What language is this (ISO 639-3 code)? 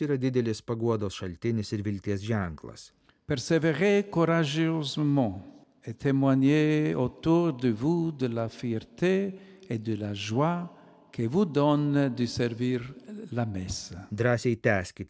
lit